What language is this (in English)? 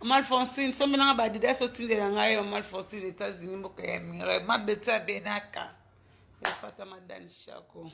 Lingala